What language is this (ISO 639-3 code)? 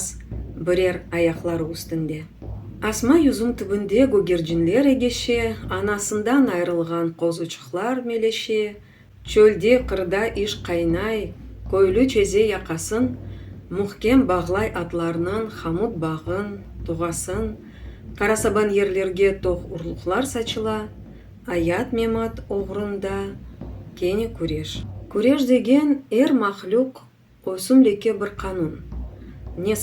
crh